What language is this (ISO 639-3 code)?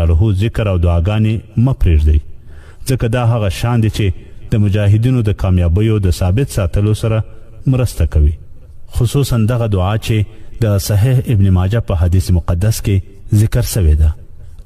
pus